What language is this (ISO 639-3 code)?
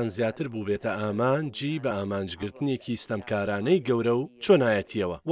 ckb